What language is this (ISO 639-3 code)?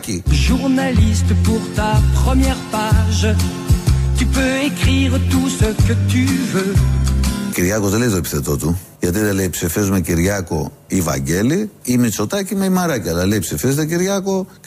ell